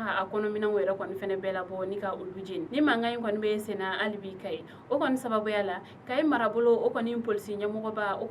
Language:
Bambara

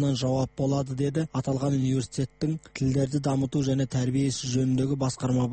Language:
Kazakh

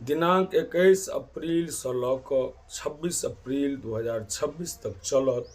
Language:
Maithili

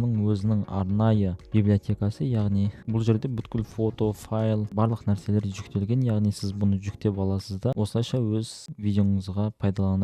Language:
Kazakh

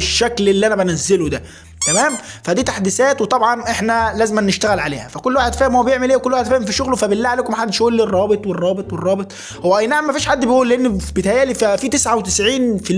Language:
Egyptian Arabic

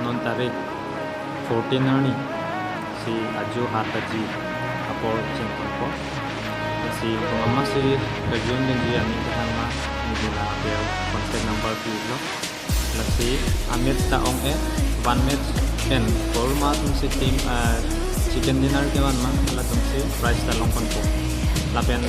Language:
Karbi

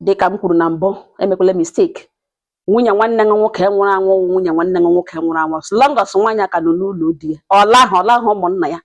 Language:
Igbo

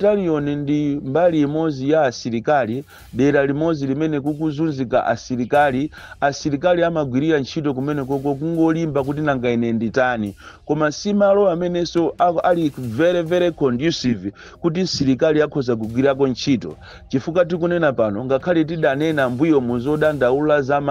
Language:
Nyanja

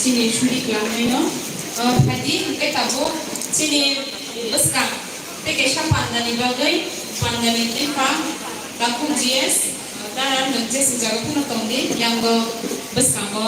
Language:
Kok Borok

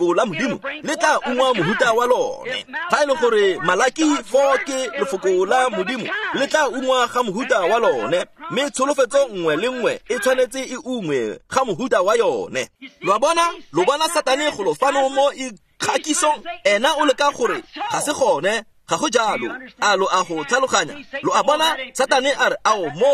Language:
Tswana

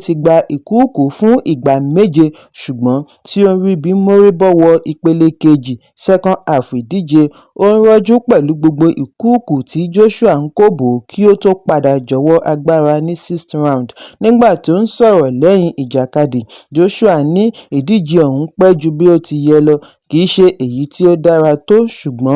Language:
Yoruba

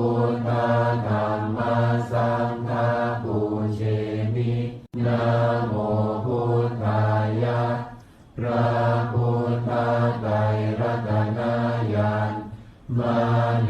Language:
Pali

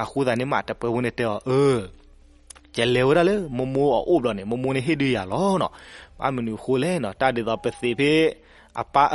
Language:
S'gaw Karen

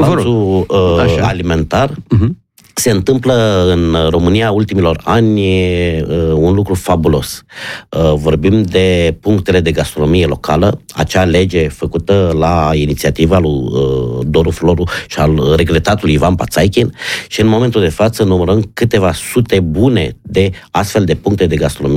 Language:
Romanian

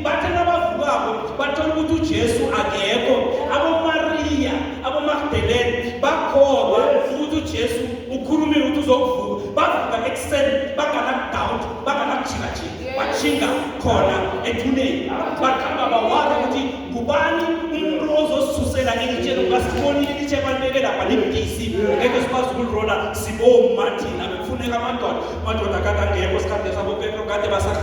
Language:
Zulu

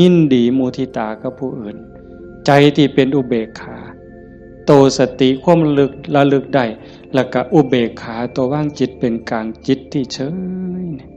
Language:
Northeastern Thai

